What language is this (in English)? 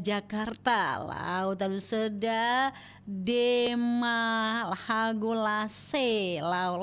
Nias